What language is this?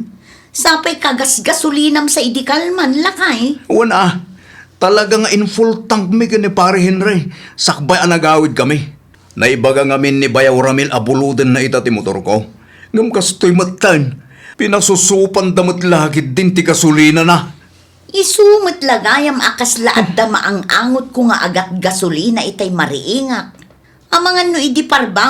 Iloko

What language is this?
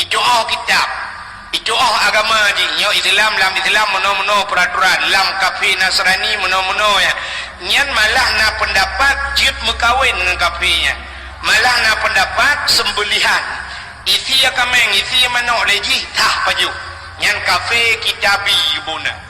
Achinese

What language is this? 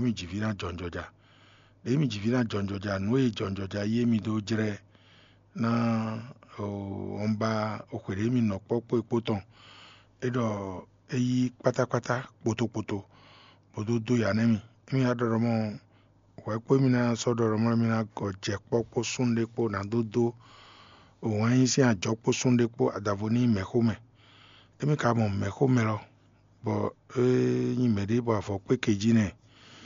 Fon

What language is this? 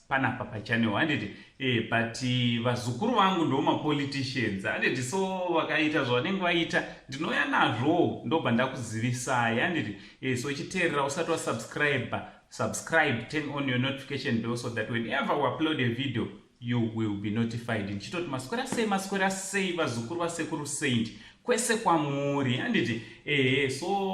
Shona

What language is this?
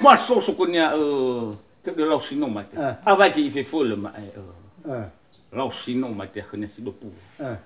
Nias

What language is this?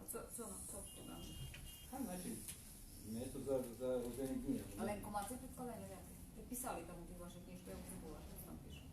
Rusyn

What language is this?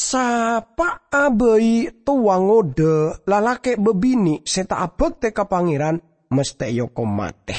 Madurese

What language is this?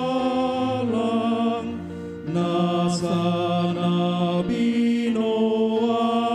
Batak Toba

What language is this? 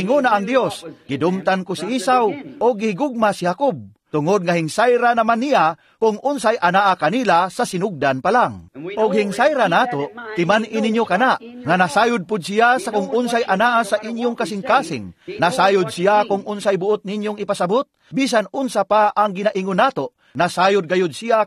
Cebuano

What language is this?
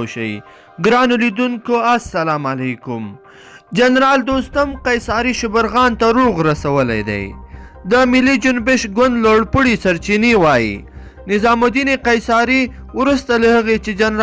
Pashto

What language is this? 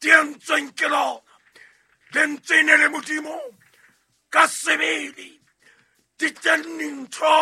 Southern Sotho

